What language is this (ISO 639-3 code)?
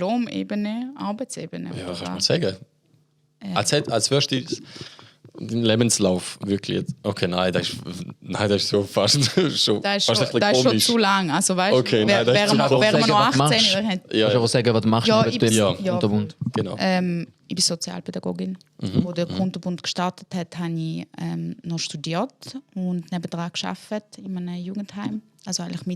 gsw